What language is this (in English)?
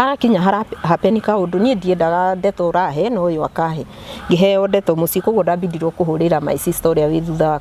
Kikuyu